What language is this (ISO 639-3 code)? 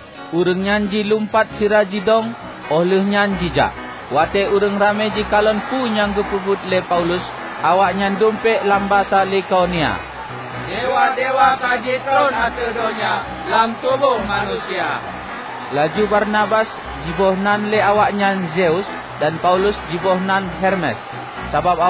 ace